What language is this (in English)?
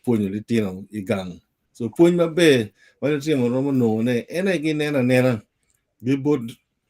Acoli